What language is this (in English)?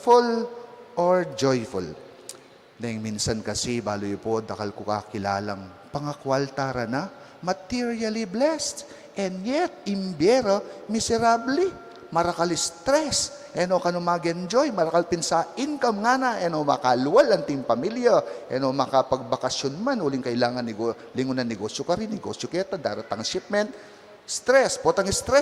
Pampanga